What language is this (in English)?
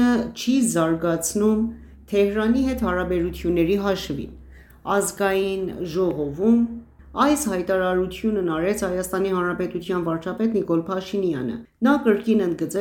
Armenian